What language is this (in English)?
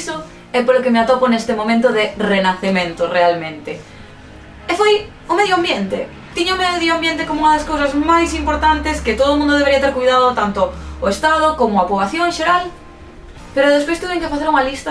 Galician